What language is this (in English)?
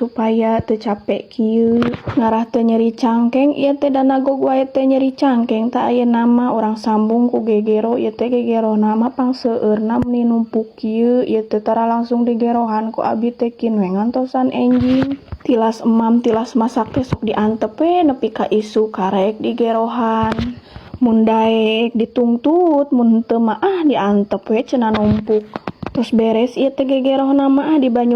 Sundanese